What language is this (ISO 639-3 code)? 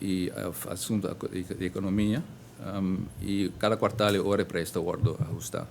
pap